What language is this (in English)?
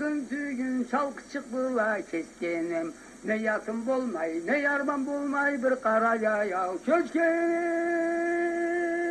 Karachay-Balkar